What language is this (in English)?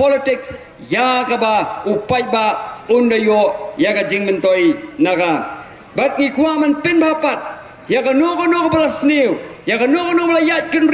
Khasi